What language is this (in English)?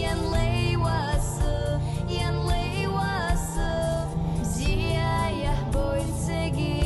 Abkhazian